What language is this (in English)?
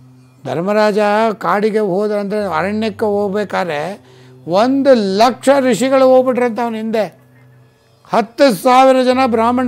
Kannada